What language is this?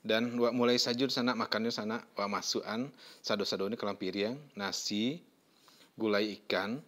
Minangkabau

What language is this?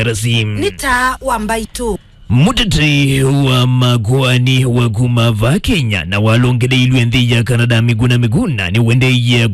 Kamba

